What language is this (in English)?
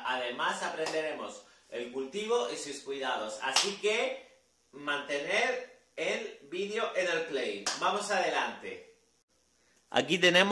Spanish